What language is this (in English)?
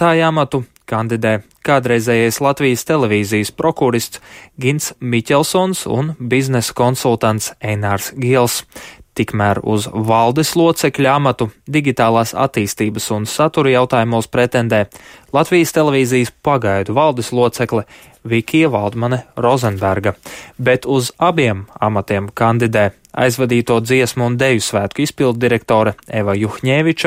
Latvian